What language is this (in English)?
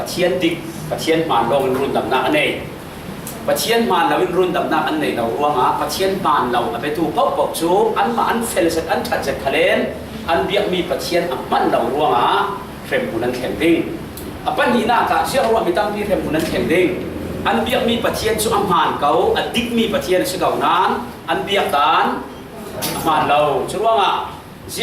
Falam Chin